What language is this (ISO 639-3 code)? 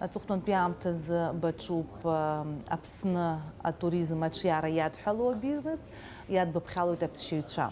abk